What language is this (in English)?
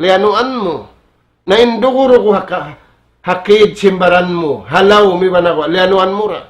Tausug